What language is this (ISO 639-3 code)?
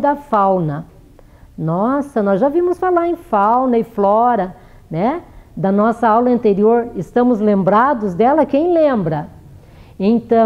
por